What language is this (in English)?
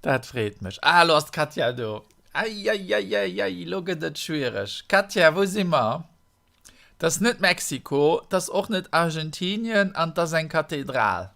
Luxembourgish